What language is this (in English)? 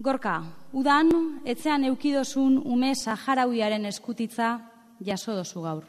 Basque